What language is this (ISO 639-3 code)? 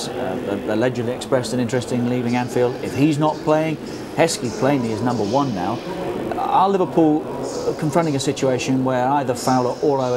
eng